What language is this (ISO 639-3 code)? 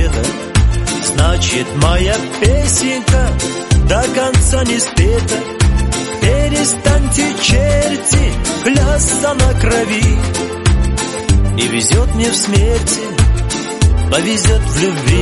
rus